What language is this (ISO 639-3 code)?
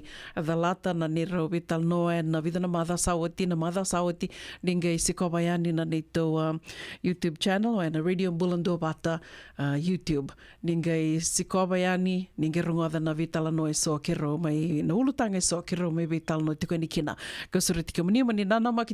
fij